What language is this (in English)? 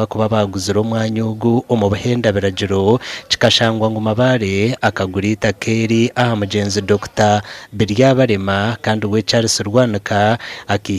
Nyankole